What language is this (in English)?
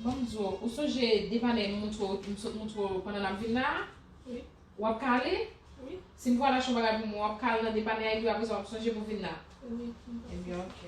Haitian Creole